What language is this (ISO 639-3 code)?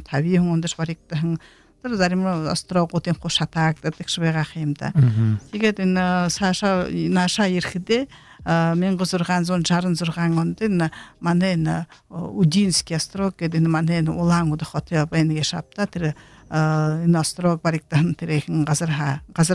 bua